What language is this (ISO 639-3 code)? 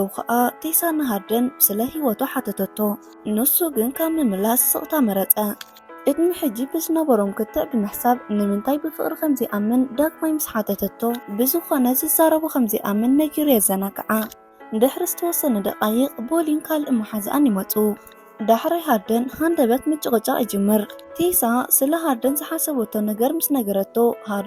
tir